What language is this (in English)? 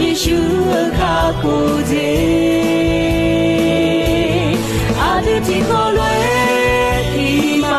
Akha